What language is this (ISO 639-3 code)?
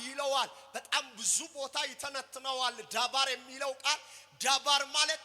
amh